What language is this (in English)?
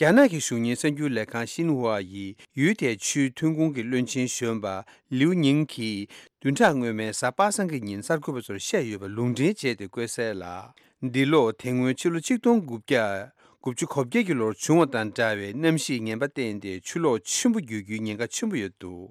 Tibetan